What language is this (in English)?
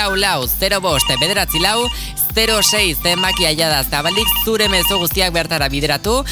Basque